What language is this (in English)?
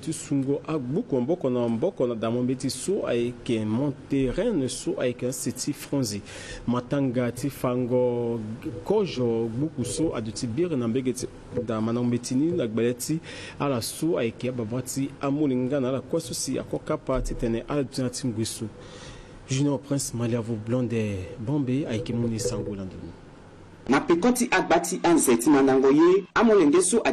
Sango